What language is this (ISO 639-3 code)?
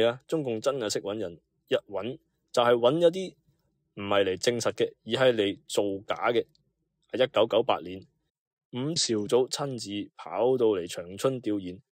yue